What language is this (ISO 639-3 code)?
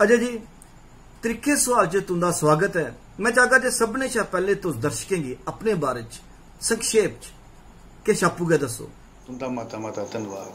doi